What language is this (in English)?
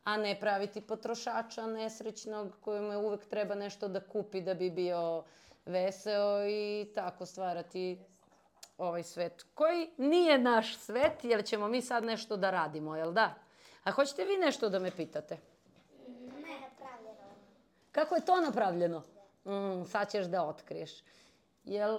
Serbian